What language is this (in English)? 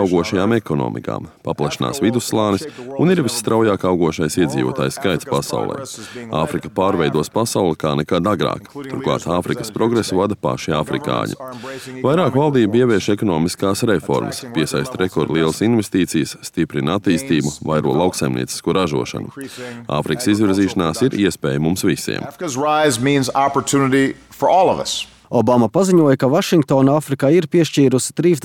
Latvian